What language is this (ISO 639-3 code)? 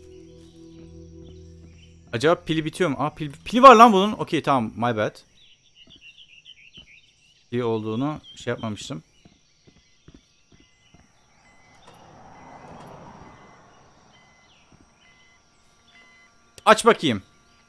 tur